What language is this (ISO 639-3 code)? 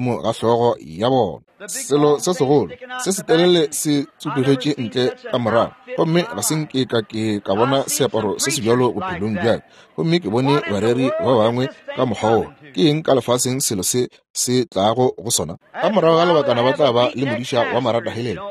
nso